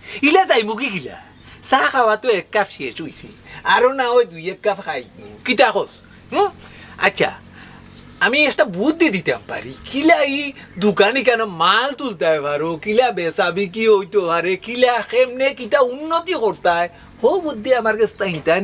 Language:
Sylheti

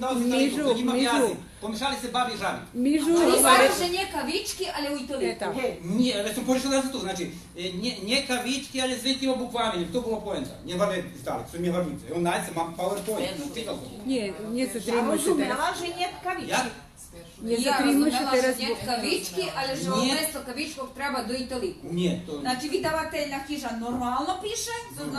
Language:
Rusyn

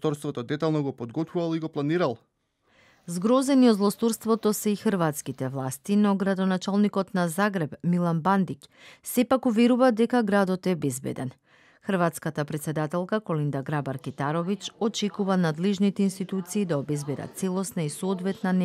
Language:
Macedonian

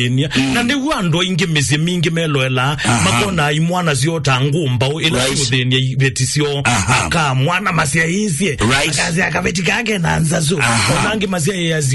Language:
Kamba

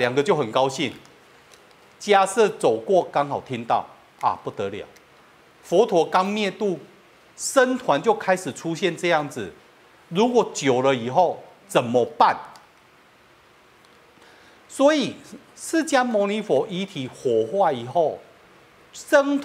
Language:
Chinese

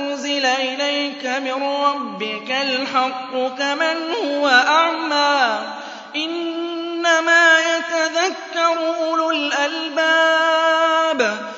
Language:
Arabic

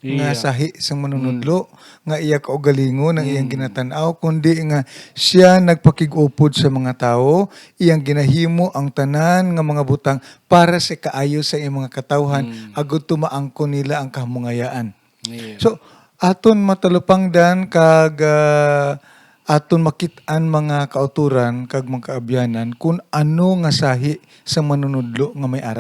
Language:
Hiligaynon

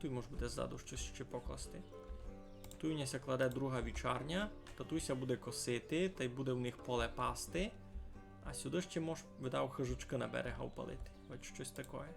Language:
Rusyn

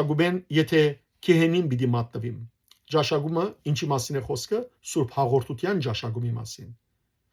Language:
Western Armenian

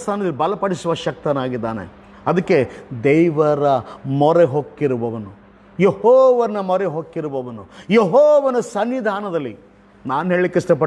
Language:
Kannada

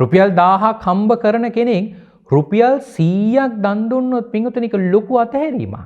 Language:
Sinhala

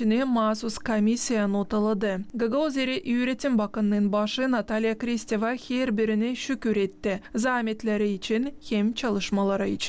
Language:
Gagauz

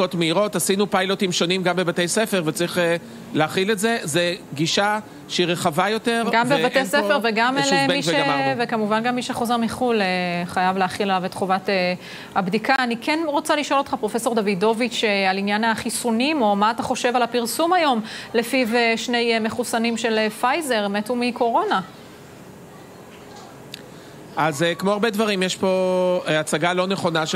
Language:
Hebrew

